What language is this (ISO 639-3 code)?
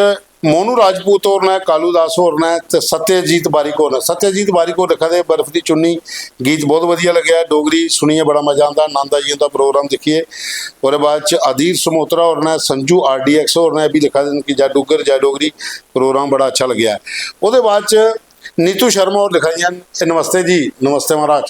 doi